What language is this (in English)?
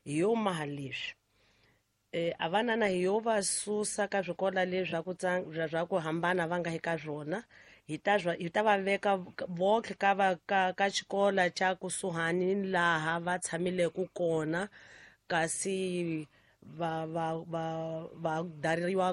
Tsonga